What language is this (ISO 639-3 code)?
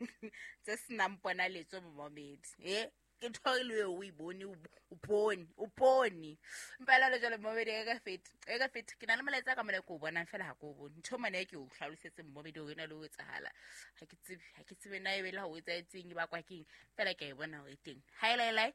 sot